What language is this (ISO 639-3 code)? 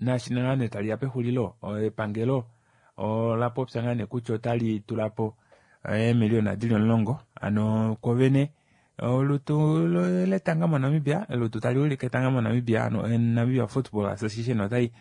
kua